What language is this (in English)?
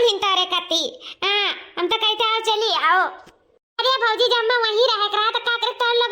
Awadhi